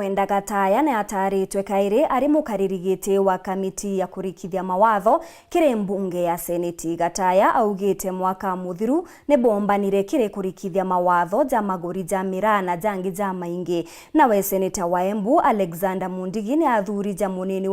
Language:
Meru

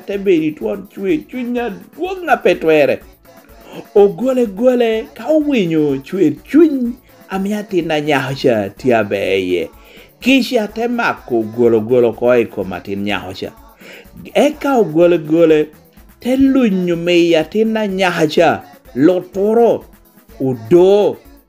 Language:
Lango (Uganda)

